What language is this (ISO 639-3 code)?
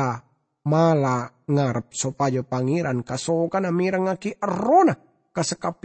mad